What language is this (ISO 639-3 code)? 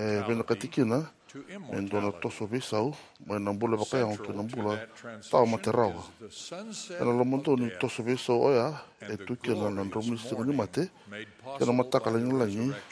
fij